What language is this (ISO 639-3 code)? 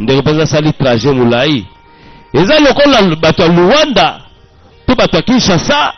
lin